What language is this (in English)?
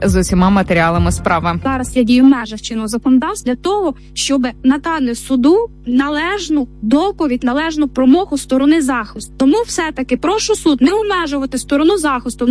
Ukrainian